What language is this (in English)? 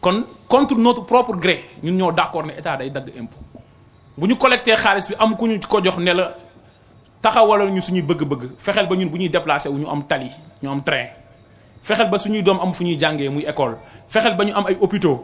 Wolof